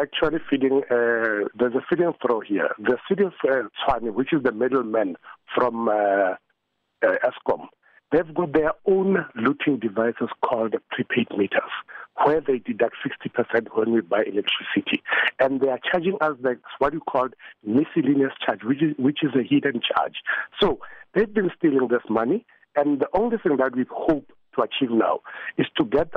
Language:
English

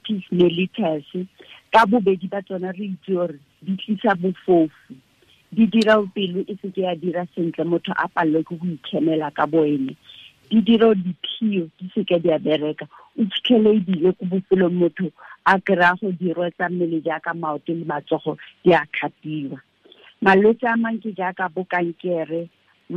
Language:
Tswana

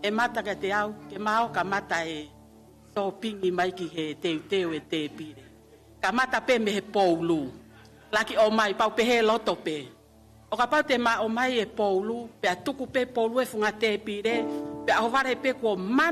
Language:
Tongan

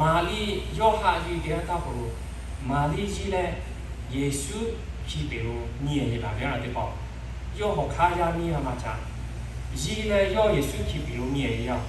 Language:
Lahu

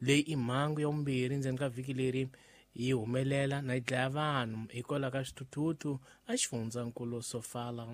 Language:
Tsonga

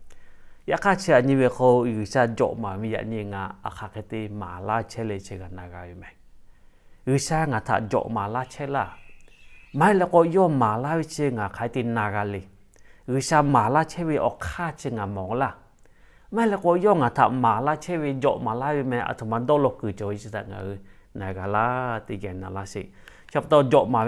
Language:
Lahu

